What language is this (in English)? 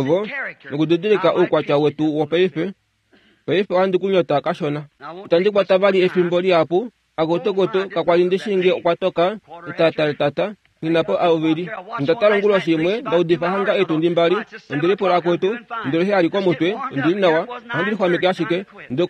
Kuanyama